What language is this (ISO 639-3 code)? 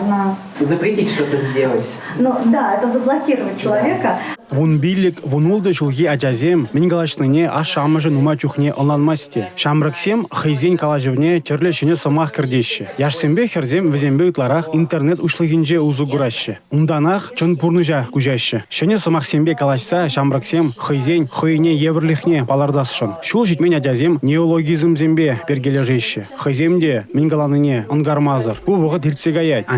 chv